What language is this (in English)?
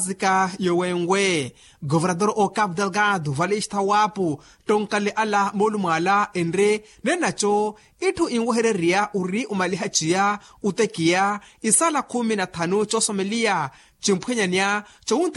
Makhuwa